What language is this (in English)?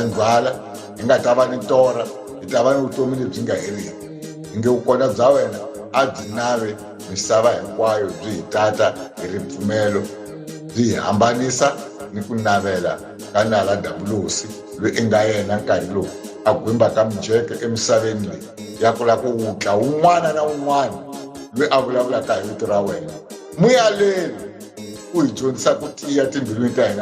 Tsonga